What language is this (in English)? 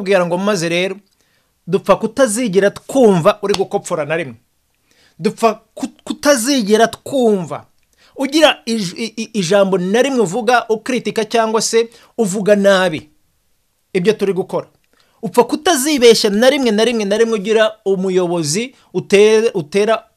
Kinyarwanda